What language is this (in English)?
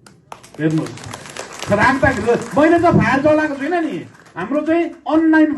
Nepali